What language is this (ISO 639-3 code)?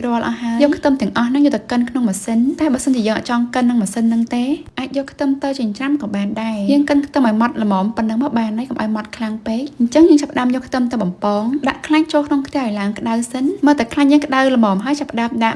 khm